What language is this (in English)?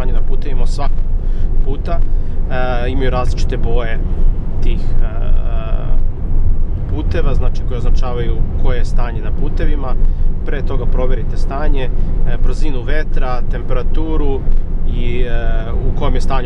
Serbian